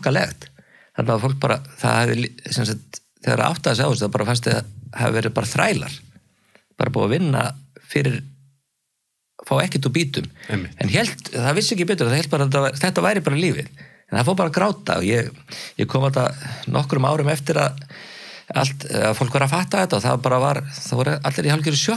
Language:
Icelandic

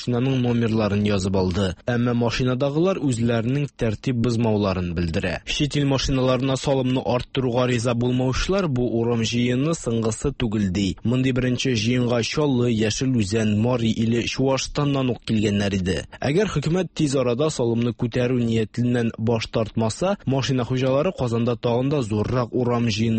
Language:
Tatar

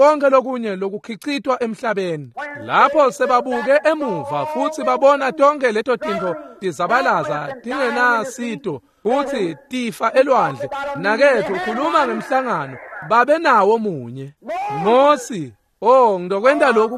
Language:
Swati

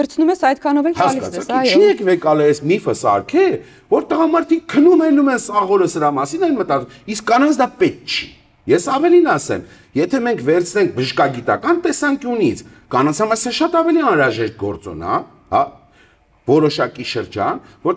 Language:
Armenian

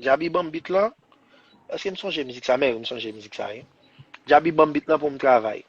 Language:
Haitian Creole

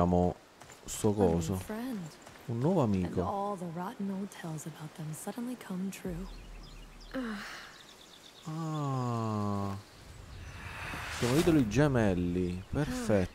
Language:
Italian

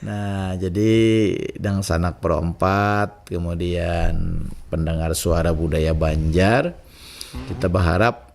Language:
Banjar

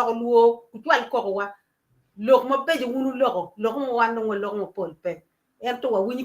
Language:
Acoli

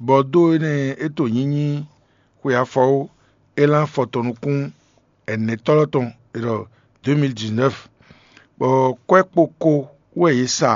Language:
Fon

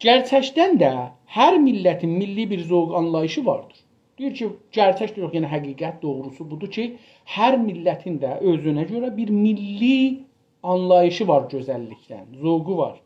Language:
South Azerbaijani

